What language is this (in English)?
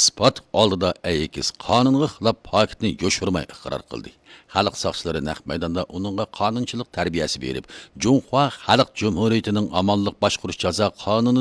Uyghur